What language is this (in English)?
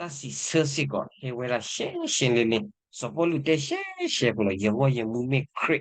S'gaw Karen